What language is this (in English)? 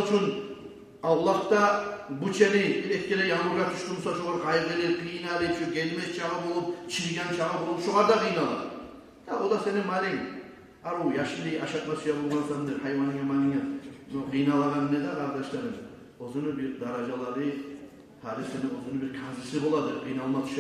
Kumyk